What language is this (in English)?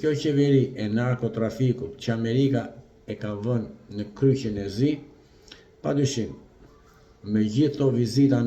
Albanian